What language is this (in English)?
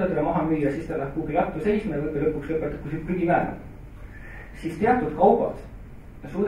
Estonian